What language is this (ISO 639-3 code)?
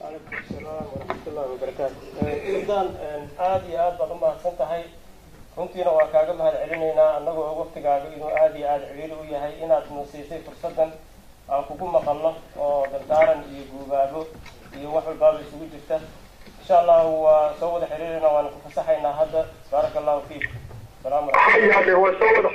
som